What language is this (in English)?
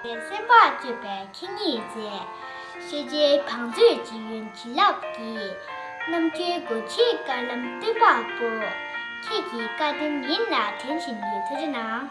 Tibetan